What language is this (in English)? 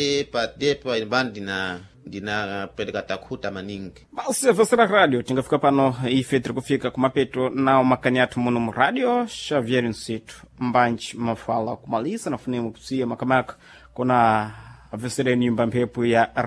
Sena